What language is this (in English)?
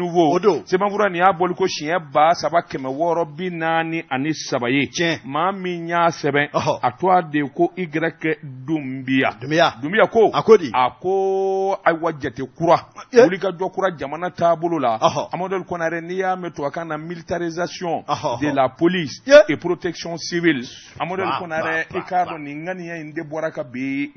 Bambara